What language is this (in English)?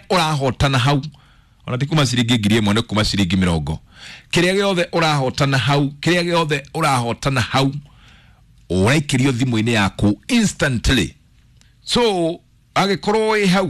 Kikuyu